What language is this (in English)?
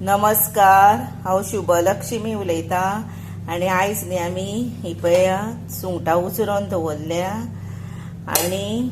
Konkani